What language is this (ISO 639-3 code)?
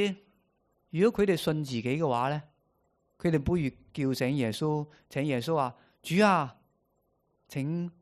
yue